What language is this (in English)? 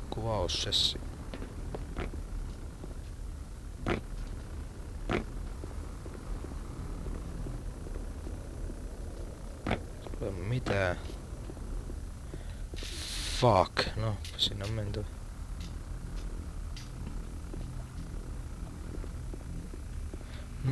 Finnish